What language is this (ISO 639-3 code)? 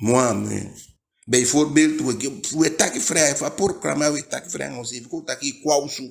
djk